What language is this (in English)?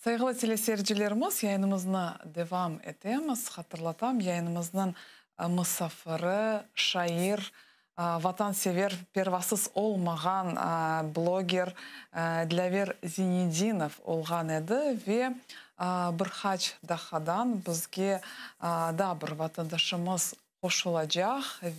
Crimean Tatar